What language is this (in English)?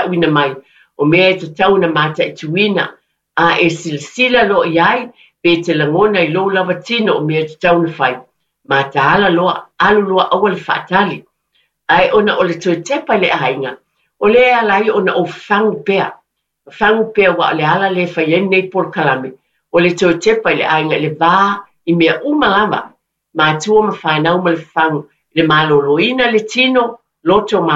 Samoan